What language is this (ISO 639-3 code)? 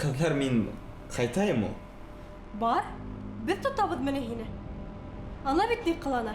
bak